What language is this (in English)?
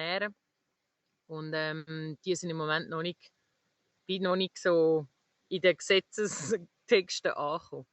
Swiss German